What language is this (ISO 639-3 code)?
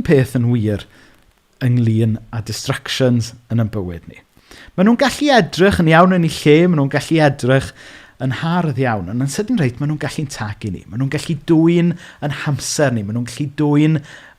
cym